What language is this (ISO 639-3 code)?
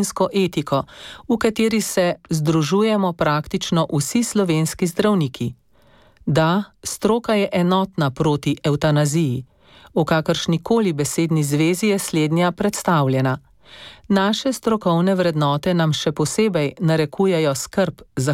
slv